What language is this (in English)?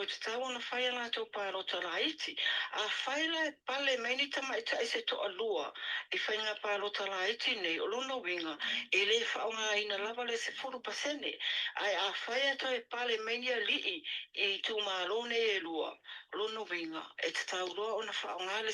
Samoan